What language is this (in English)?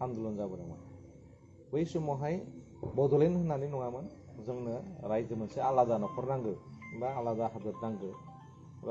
Bodo